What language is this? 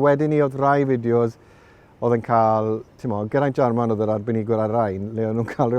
Welsh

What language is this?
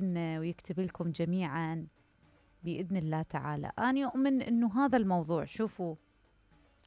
Mesopotamian Arabic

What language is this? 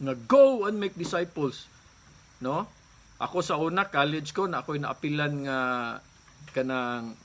Cebuano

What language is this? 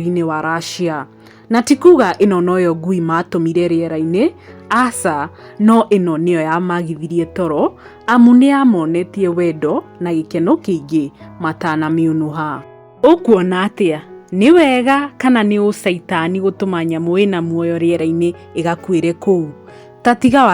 Kikuyu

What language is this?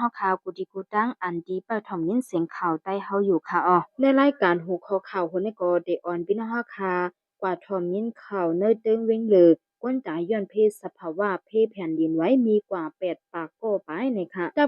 Shan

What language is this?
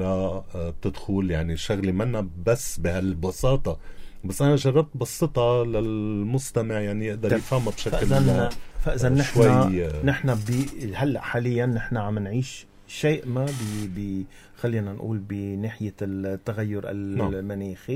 North Levantine Arabic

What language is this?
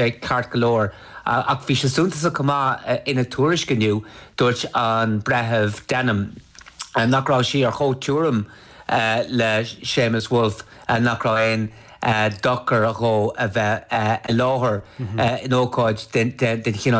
Irish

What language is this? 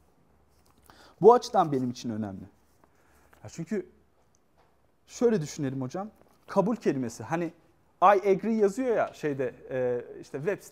Turkish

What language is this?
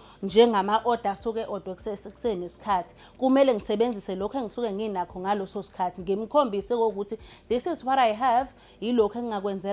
Zulu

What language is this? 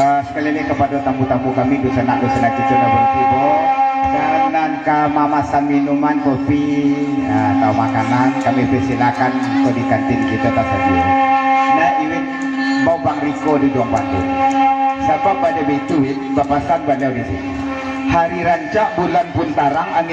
Minangkabau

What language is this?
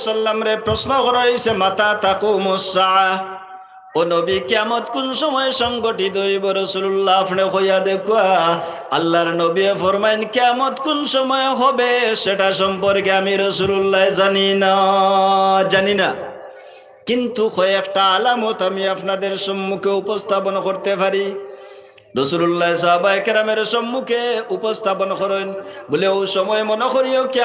Sylheti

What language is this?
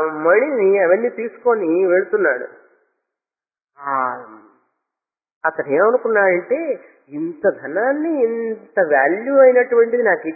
Telugu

